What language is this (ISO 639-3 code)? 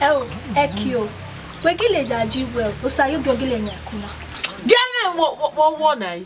bin